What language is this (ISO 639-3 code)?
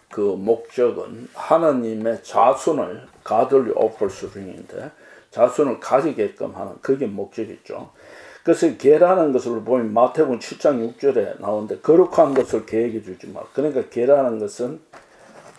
kor